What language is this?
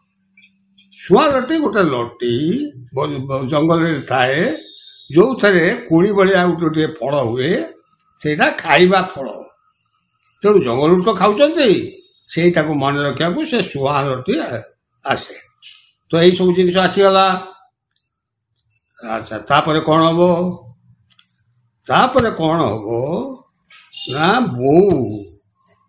Odia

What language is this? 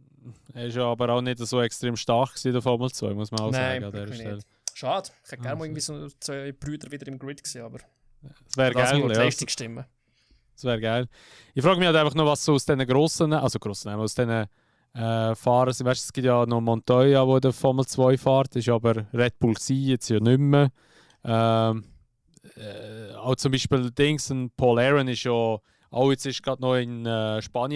Swiss German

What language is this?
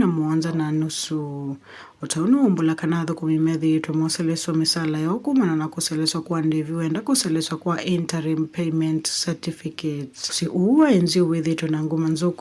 Kamba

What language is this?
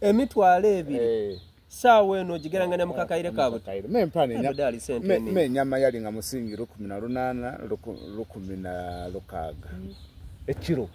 Soga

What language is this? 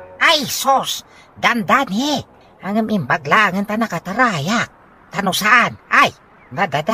Iloko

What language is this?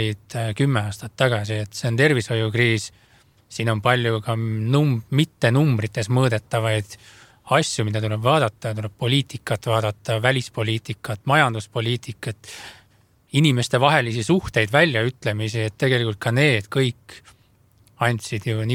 Estonian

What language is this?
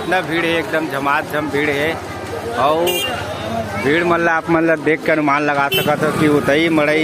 Chhattisgarhi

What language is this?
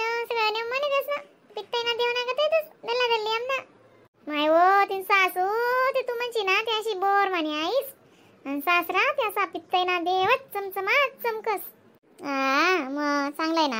Khandesi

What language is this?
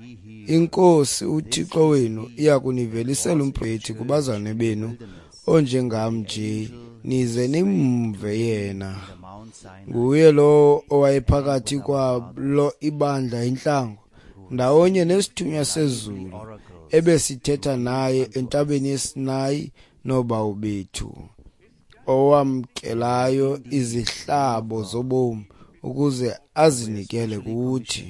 Xhosa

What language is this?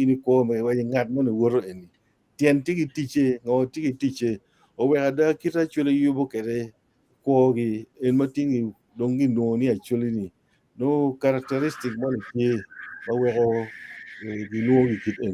Acoli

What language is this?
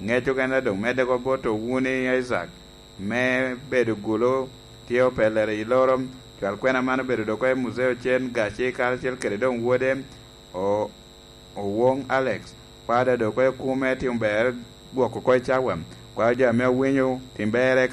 Lango (Uganda)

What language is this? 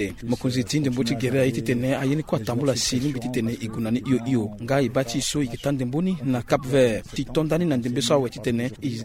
Sango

